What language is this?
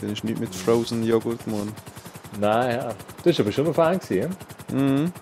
Swiss German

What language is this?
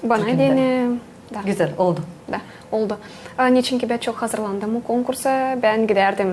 Gagauz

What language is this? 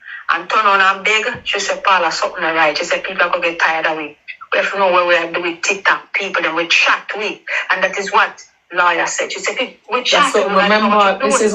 Jamaican Creole English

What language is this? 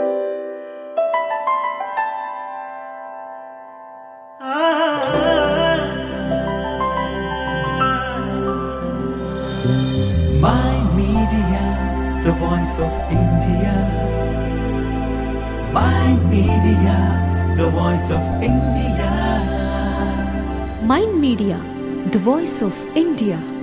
Telugu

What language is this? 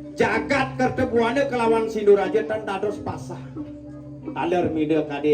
Balinese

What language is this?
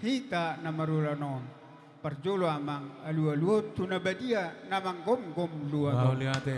Batak Toba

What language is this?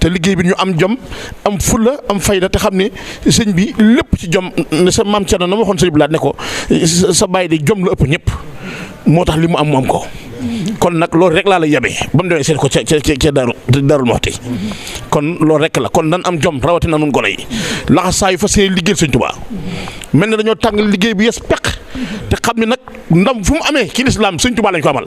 Wolof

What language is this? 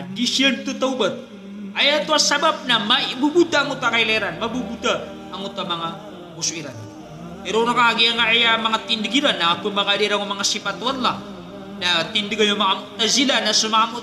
Maranao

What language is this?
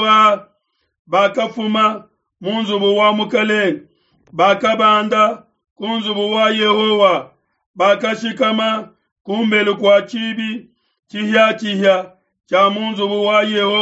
Luba-Lulua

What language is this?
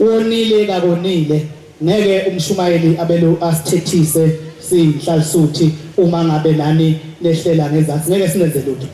Zulu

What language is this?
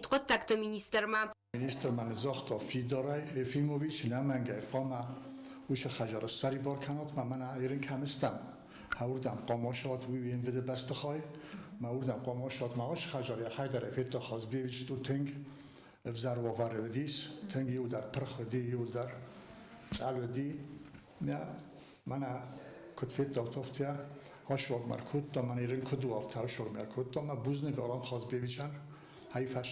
Ossetic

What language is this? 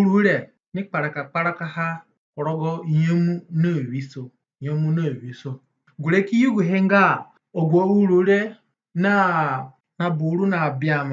Zande (individual language)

